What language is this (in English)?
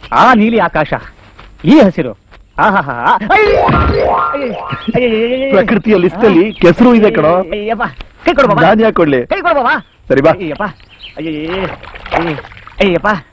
Kannada